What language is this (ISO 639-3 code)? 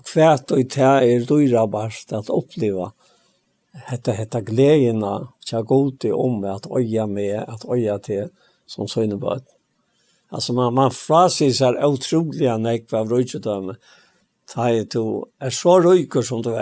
fao